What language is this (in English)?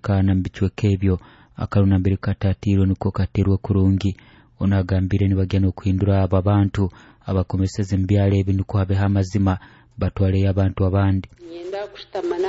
Nyoro